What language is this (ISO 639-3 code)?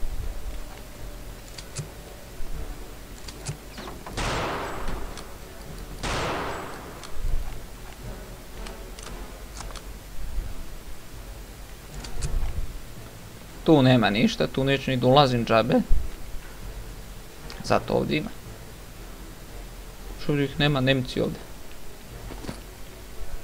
srp